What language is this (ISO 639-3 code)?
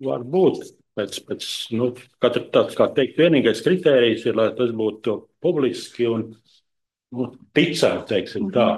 lav